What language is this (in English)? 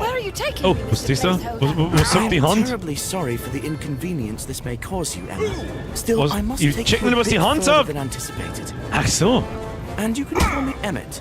Bavarian